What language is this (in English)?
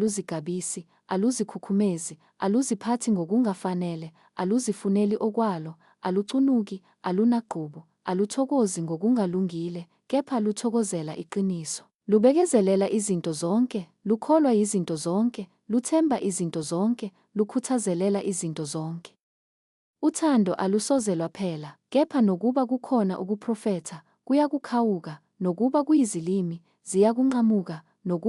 Zulu